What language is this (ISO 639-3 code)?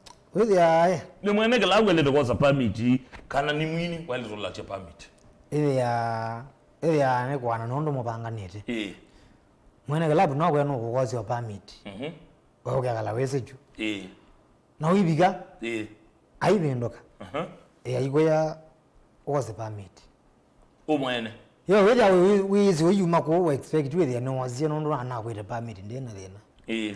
kam